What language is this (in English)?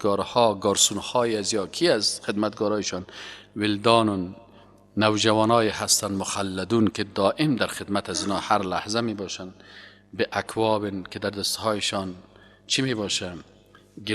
Persian